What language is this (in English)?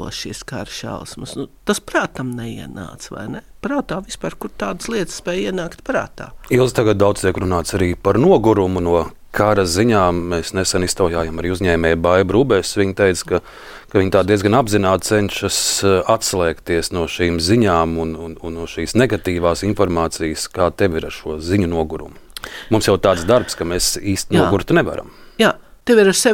Latvian